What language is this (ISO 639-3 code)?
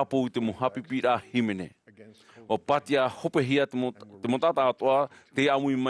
tah